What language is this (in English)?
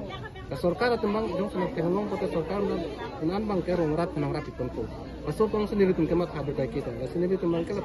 Karbi